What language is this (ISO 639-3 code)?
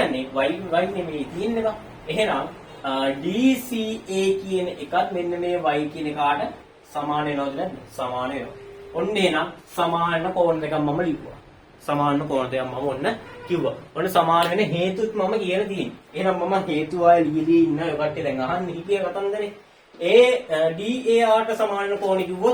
sin